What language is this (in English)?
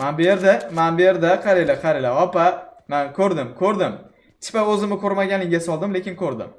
Uzbek